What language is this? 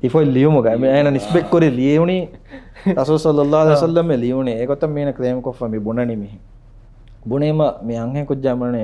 Divehi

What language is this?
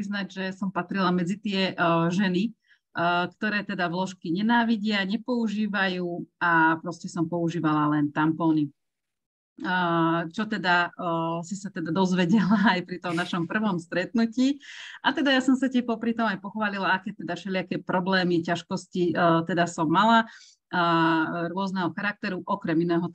Slovak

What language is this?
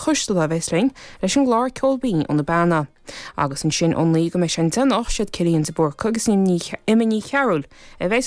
Irish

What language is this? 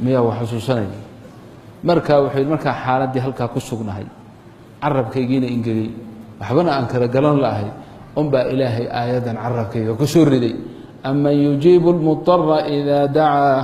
Somali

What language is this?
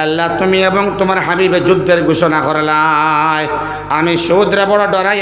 Sylheti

